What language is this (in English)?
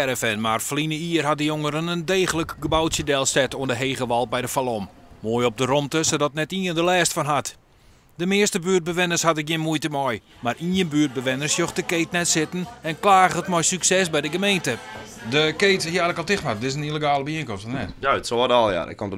Western Frisian